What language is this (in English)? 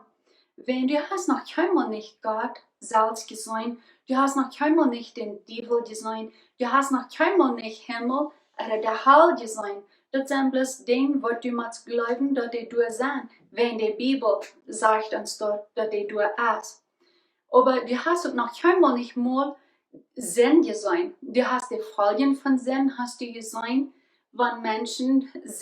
Plautdietsch